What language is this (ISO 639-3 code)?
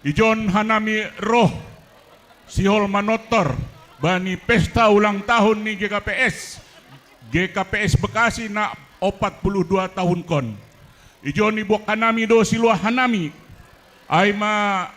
bts